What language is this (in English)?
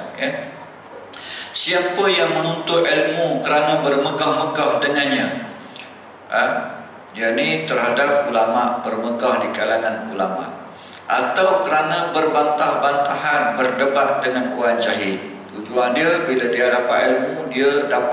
Malay